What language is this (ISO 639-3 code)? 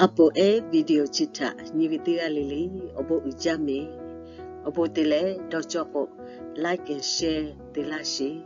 lhu